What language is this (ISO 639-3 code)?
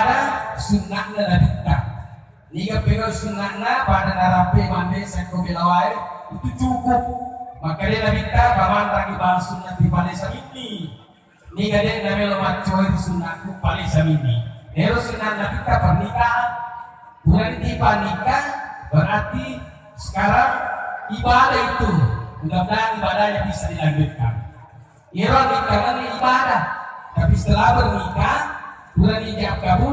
bug